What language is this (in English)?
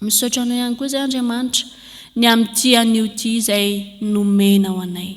Malagasy